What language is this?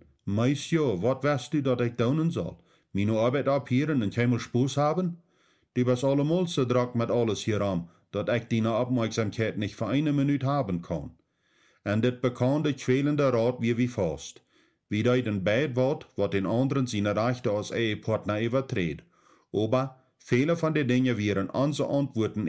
Plautdietsch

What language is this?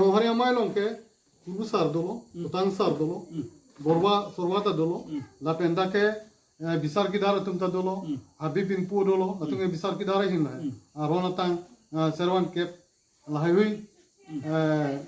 Karbi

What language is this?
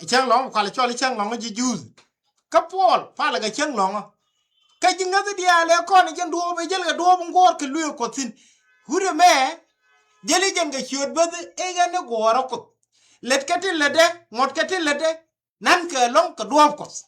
Nuer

